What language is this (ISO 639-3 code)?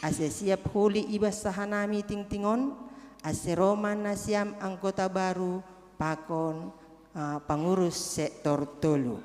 bts